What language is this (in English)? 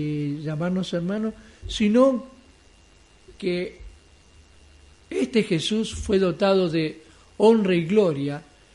Spanish